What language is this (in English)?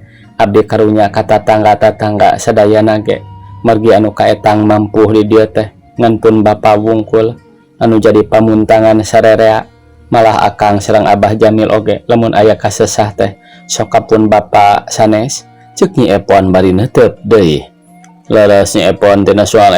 Sundanese